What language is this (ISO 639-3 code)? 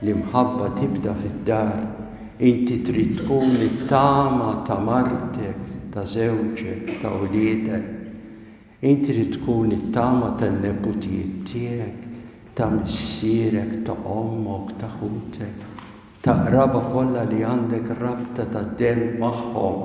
mlt